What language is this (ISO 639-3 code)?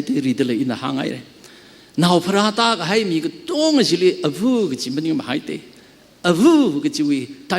nmf